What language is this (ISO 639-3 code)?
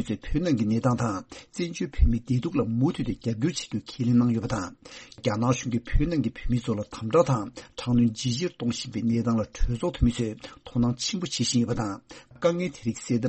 bod